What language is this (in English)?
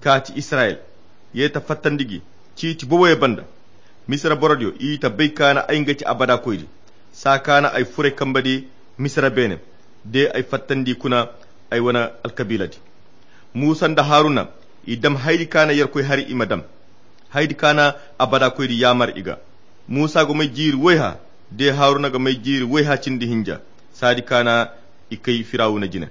Koyra Chiini